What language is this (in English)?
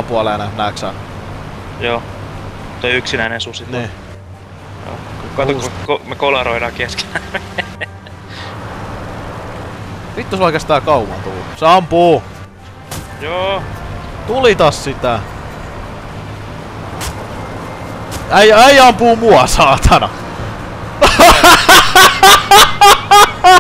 Finnish